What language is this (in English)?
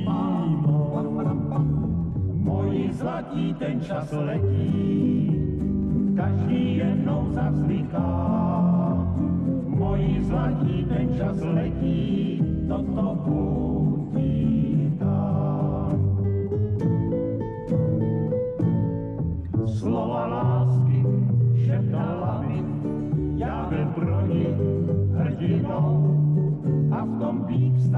Czech